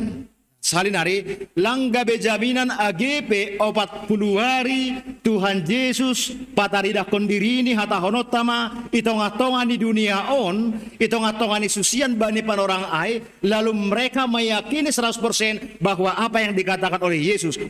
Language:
Batak Simalungun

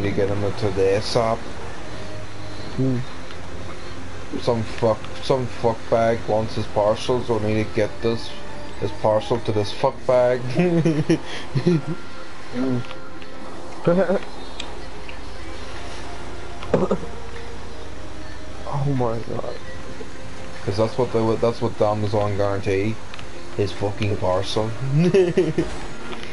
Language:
English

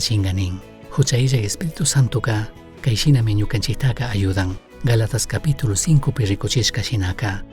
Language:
Chimborazo Highland Quichua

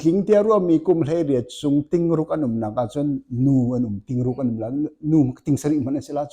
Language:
Hakha Chin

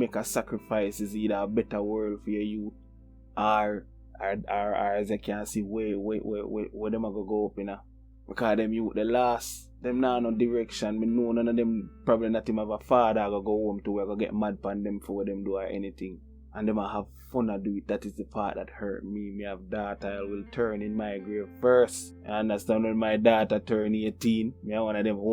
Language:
Jamaican Creole English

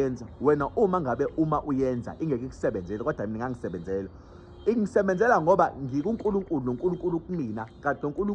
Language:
Zulu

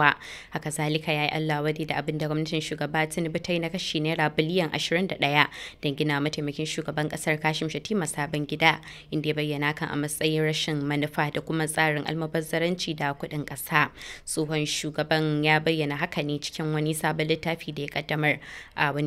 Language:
Hausa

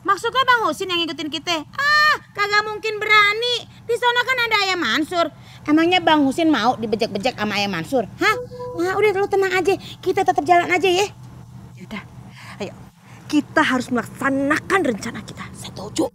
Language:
Betawi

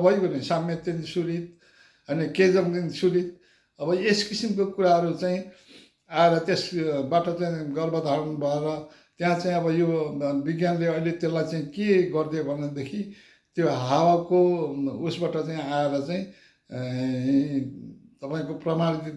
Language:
Nepali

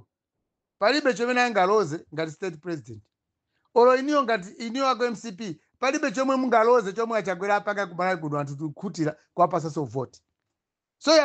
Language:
Nyanja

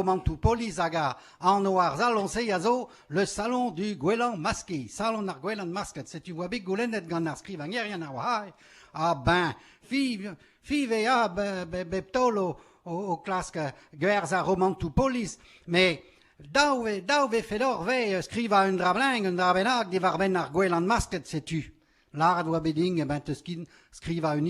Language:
Breton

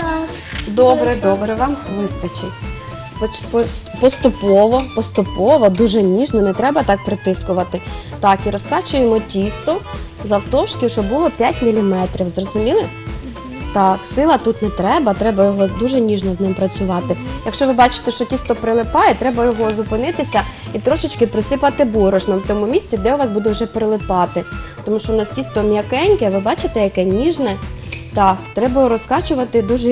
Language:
Ukrainian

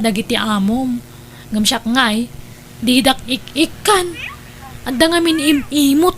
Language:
Iloko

